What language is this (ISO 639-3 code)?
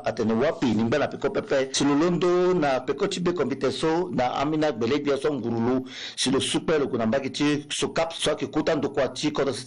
sag